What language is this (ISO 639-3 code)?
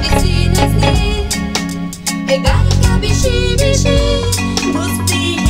eus